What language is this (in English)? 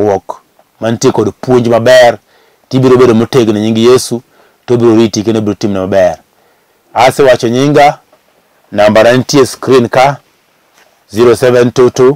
Luo (Kenya and Tanzania)